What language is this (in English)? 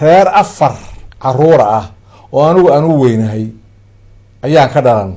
Somali